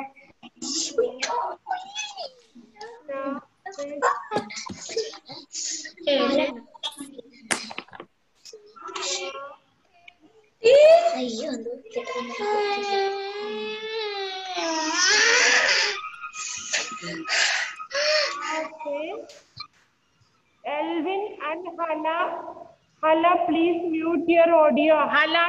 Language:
English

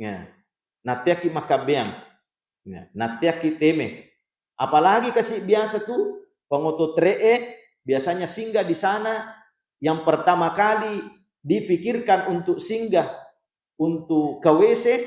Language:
Buginese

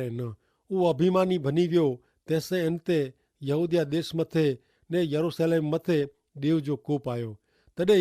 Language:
Kachhi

